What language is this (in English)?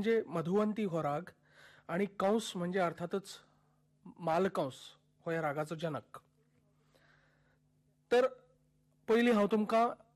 Konkani